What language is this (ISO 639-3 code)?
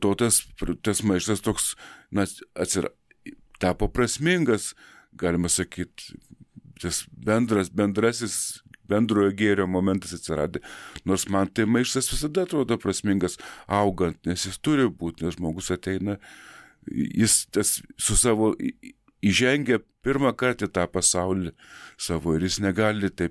lit